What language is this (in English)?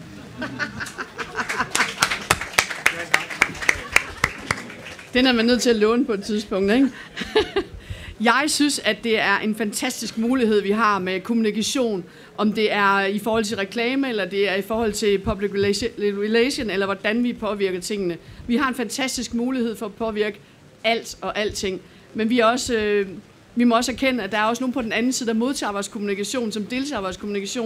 Danish